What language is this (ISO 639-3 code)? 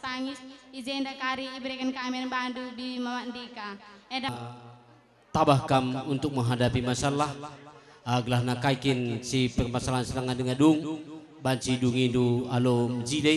btx